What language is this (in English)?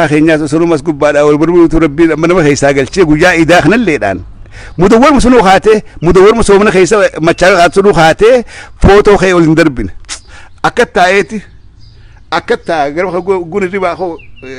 Oromo